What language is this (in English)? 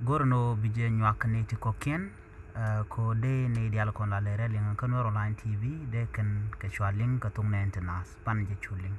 Nuer